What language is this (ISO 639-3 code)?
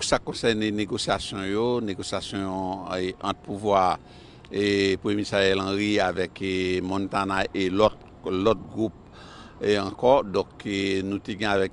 hat